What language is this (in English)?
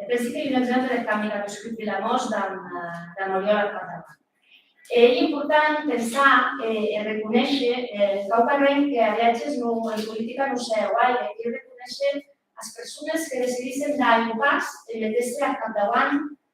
Occitan